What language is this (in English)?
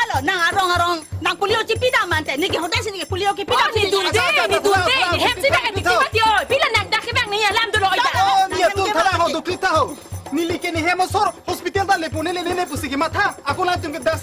Karbi